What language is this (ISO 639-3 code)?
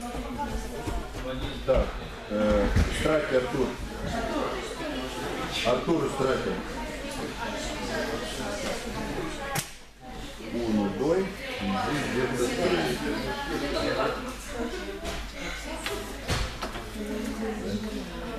rus